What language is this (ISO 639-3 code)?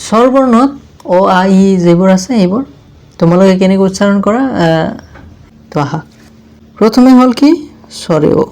asm